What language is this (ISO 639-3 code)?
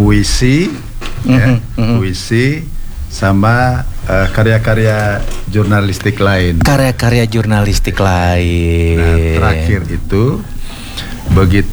ind